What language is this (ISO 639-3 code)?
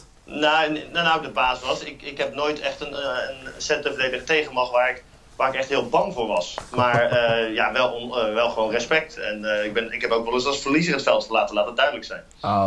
nld